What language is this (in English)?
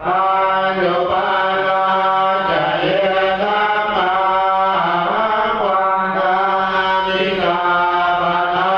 Pali